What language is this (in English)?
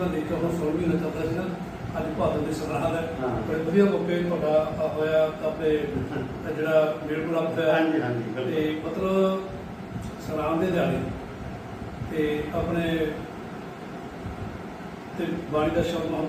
Punjabi